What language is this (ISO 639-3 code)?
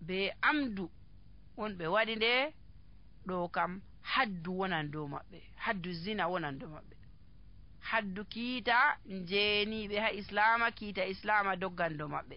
fuv